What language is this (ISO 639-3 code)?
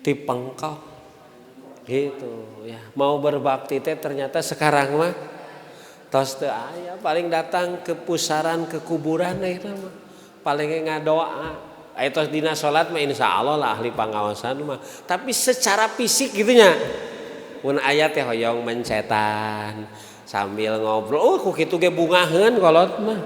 sun